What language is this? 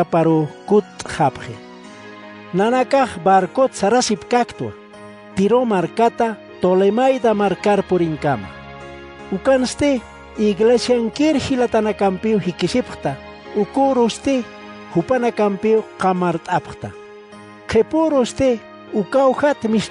Aymara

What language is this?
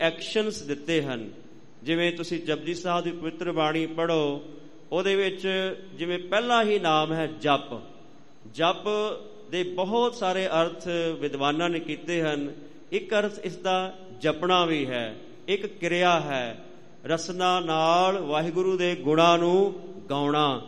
Punjabi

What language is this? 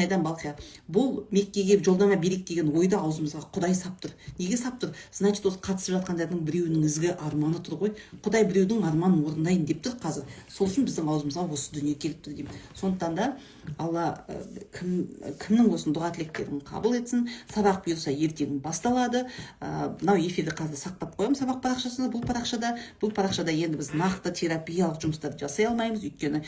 Kazakh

